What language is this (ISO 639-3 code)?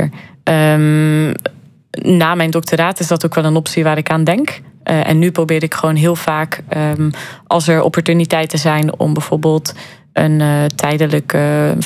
nld